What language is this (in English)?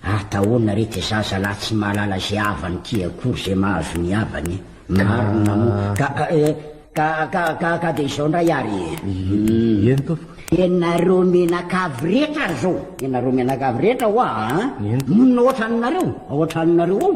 Malagasy